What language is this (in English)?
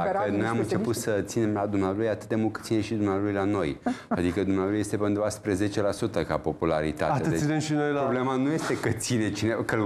Romanian